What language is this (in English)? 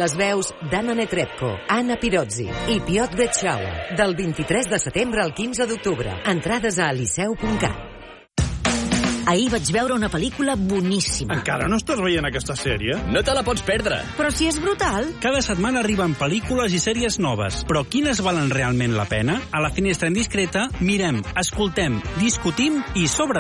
Catalan